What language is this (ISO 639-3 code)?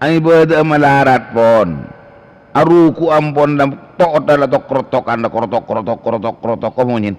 mad